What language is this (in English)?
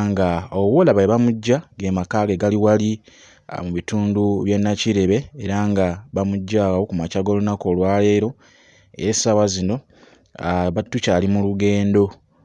Ganda